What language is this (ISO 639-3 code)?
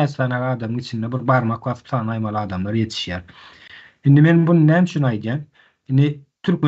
tuk